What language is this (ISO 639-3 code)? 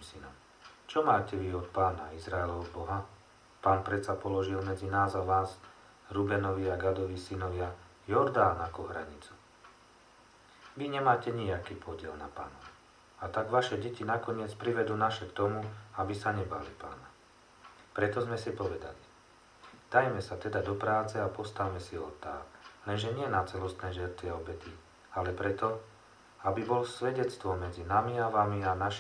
slk